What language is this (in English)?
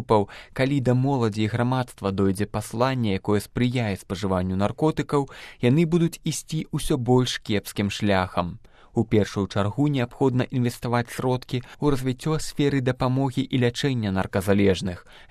Belarusian